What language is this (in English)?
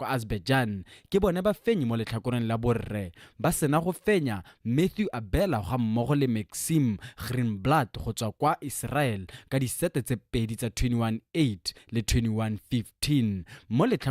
Tswana